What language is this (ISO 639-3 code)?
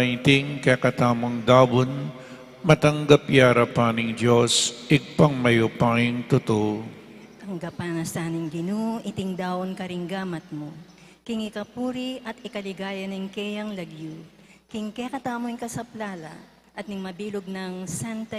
pam